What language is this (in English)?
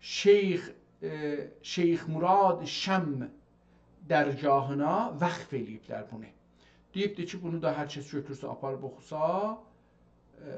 South Azerbaijani